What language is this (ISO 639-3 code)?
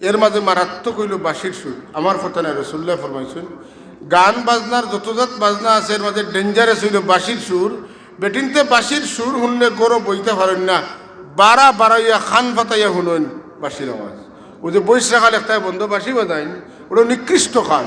syl